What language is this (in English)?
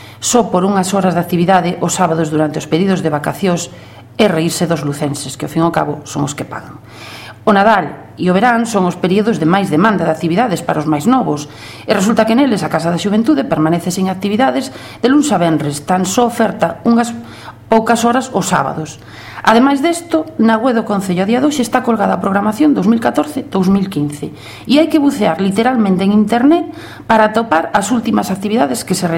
Galician